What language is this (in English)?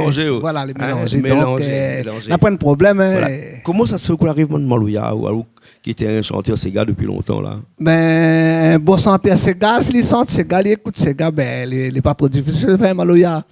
Réunion Creole French